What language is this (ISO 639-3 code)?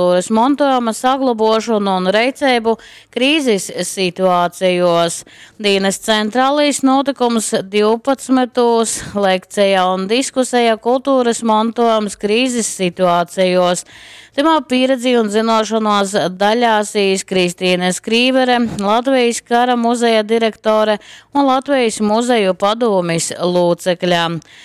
ltg